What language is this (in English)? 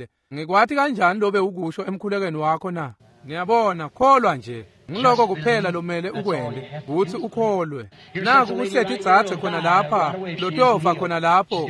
Swati